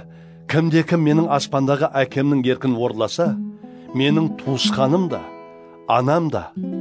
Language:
Kara-Kalpak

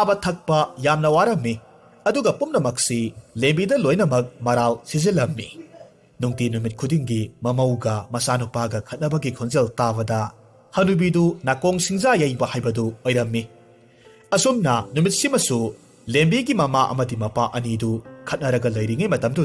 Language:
Manipuri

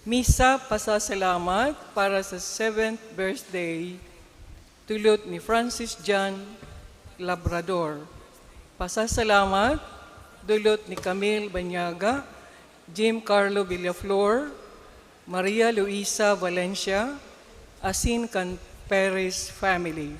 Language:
Bikol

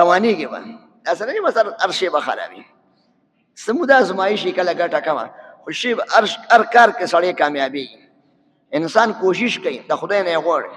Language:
Pashto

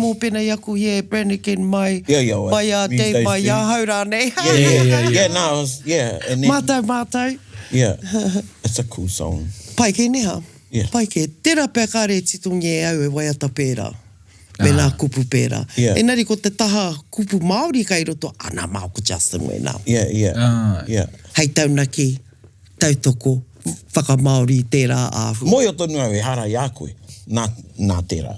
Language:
Māori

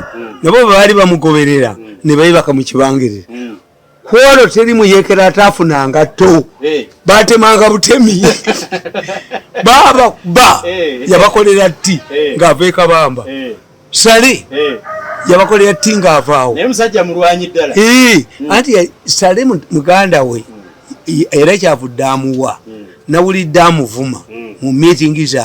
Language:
Ganda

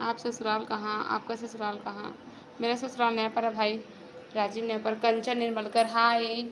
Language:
Chhattisgarhi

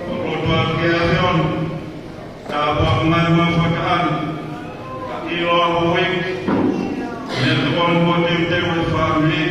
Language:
Tongan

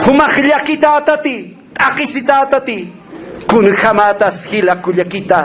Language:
Aymara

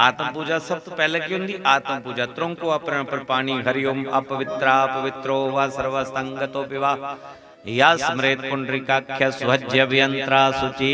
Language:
Dogri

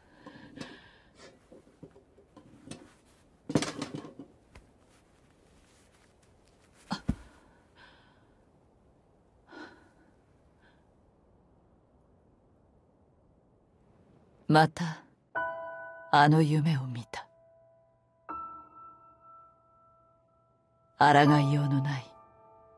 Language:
Japanese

